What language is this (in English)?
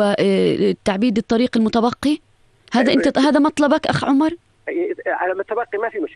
Arabic